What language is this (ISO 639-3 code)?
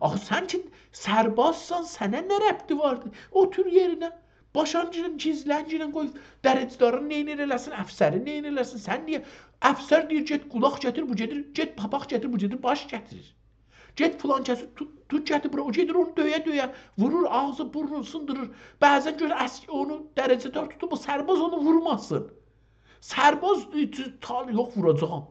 azb